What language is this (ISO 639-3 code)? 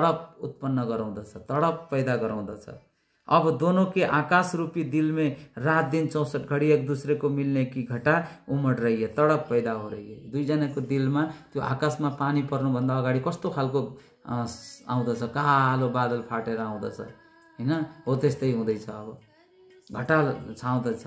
nep